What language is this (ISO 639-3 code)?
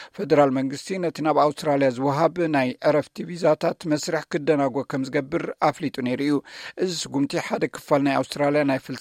tir